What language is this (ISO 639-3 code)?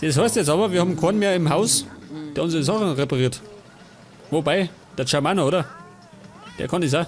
bar